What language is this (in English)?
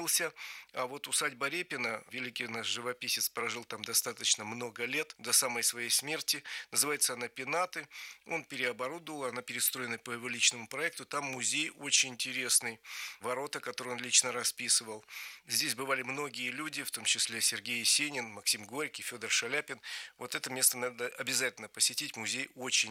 Russian